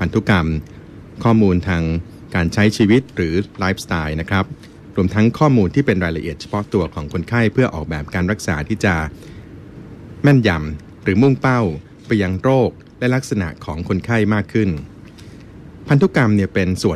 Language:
Thai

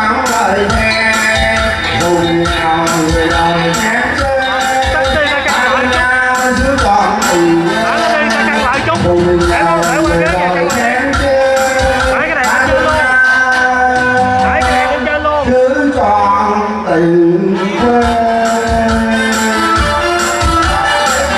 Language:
Vietnamese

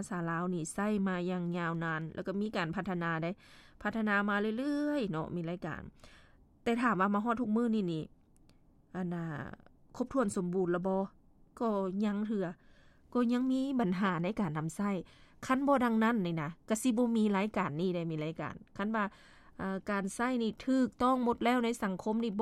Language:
Lao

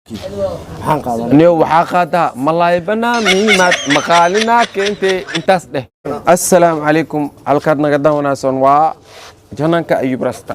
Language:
Somali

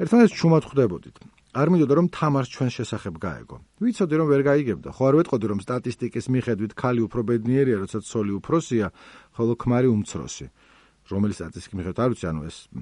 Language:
Georgian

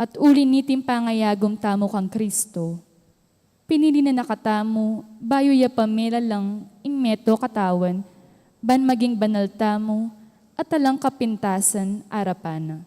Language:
Pampanga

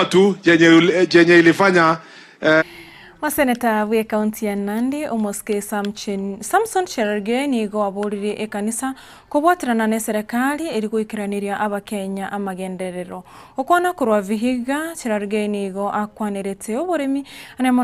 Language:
Gusii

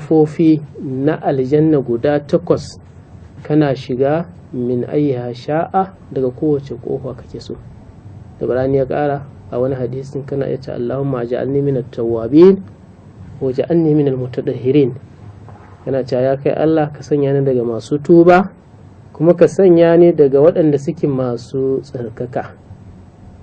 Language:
Hausa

